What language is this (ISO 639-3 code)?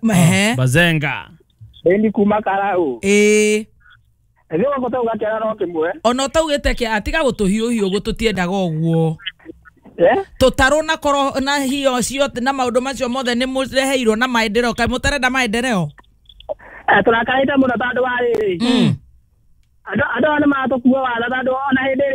kik